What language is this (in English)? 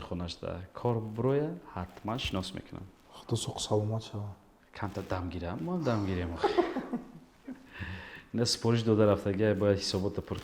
Tajik